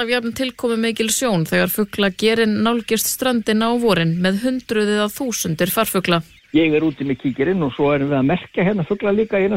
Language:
Icelandic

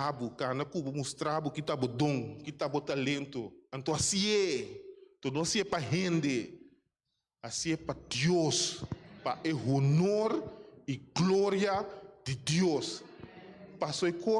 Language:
Papiamento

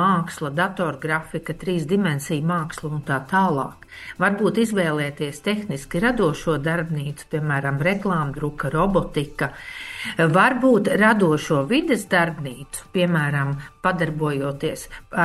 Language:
Latvian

